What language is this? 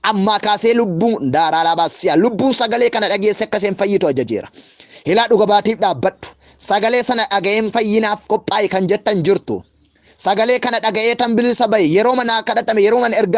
Oromo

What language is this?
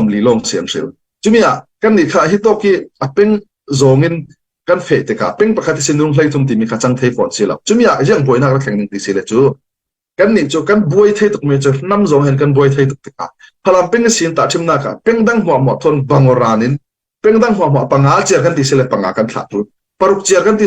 Falam Chin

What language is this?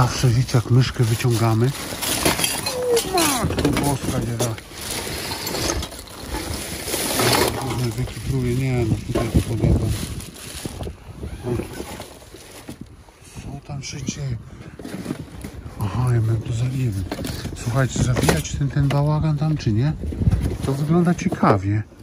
Polish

